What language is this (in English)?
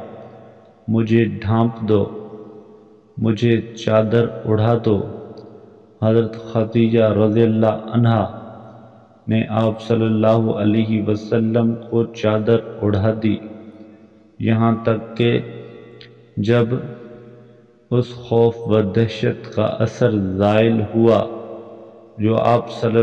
Urdu